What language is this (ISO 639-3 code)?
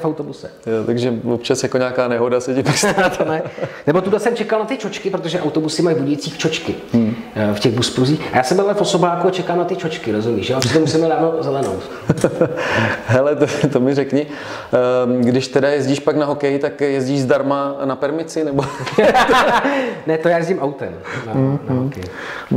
ces